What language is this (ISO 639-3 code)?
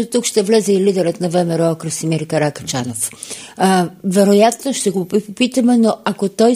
bul